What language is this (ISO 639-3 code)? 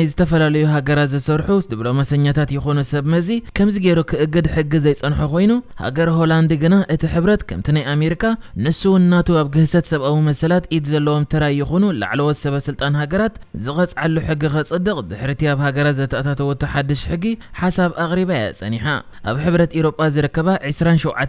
tir